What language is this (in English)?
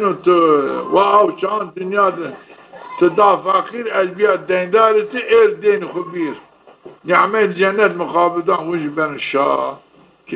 Zaza